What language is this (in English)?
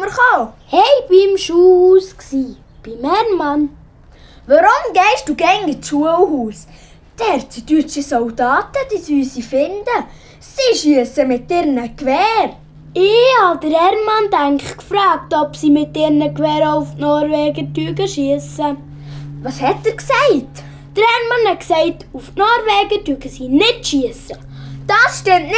Swiss German